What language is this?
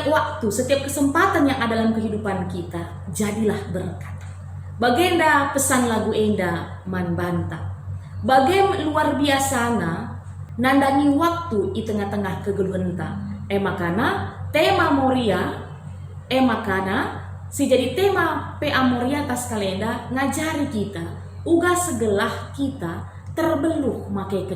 Batak Karo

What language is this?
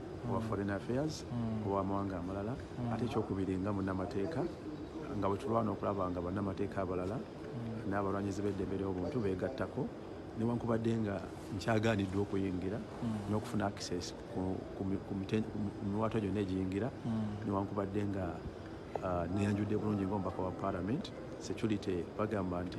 Ganda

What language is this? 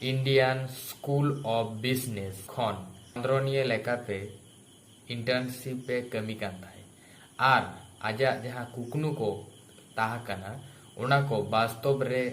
Santali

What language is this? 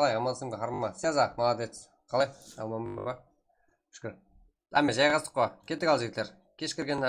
Kara-Kalpak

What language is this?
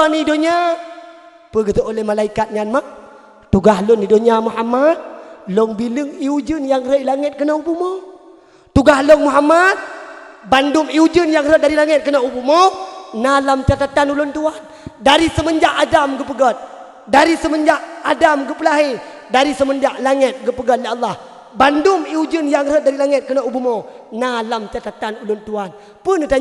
Achinese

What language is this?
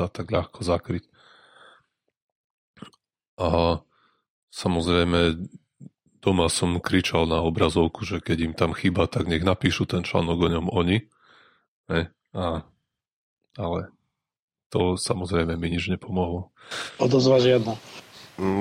Slovak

